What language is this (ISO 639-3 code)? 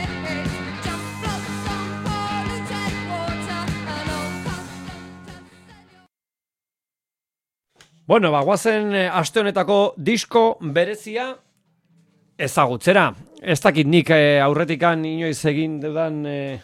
eus